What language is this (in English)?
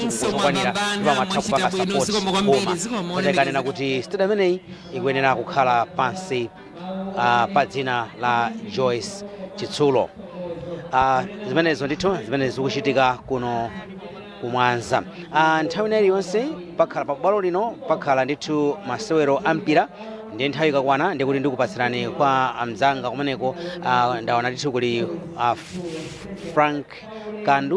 Nyanja